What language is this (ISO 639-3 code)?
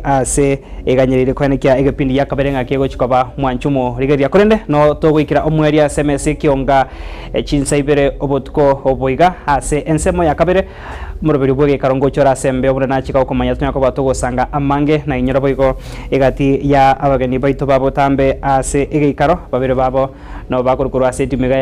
guz